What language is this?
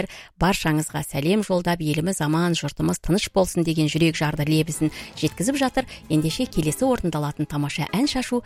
Kazakh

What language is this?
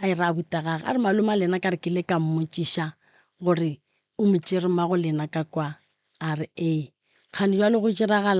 Northern Sotho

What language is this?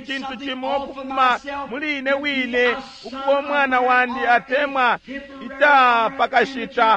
Bemba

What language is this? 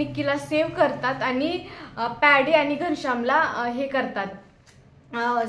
Marathi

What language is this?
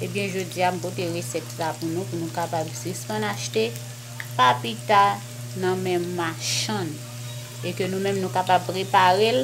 Haitian Creole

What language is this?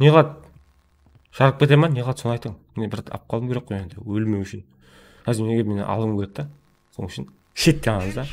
Kara-Kalpak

